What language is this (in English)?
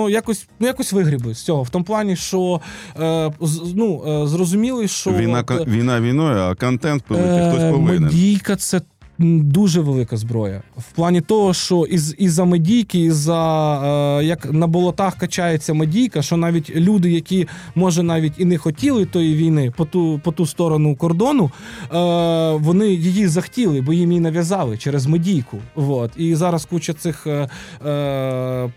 Ukrainian